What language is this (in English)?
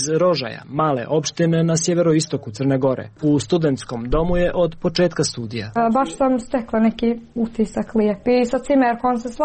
Serbian